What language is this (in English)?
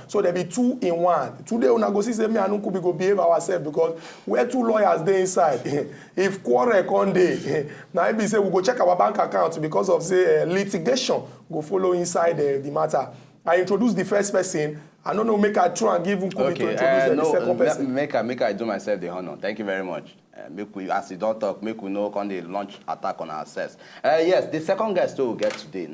Nigerian Pidgin